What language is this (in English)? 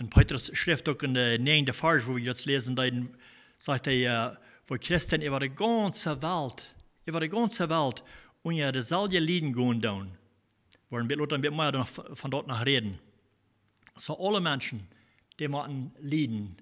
Plautdietsch